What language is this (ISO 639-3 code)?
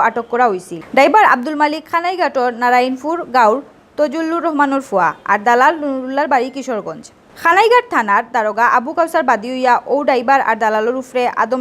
syl